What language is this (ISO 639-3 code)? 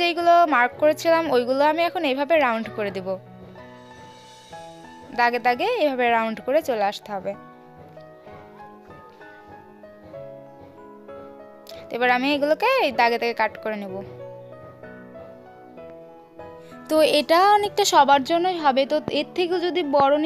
ben